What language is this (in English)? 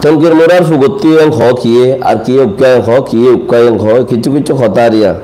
Rohingya